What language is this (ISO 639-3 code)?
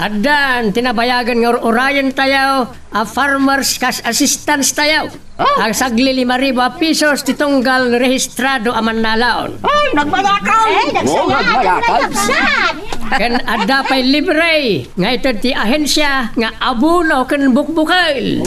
ilo